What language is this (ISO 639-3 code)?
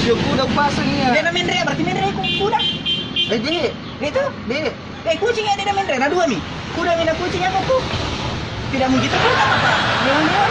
bug